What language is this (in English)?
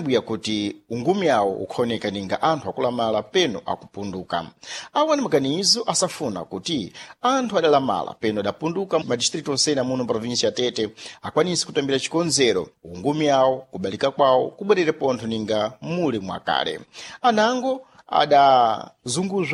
Sena